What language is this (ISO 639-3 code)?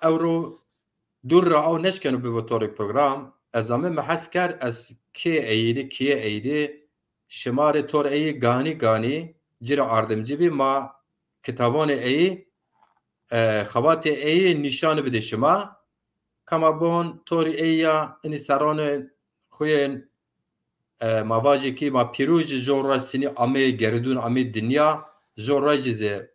zza